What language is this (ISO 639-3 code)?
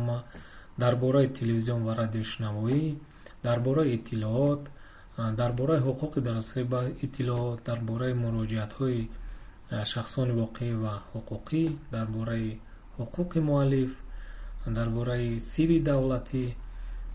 tgk